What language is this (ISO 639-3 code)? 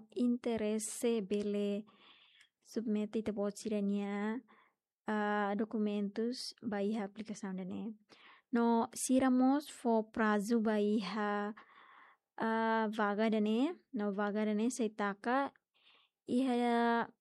tet